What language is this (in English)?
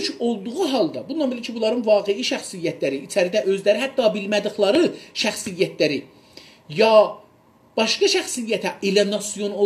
South Azerbaijani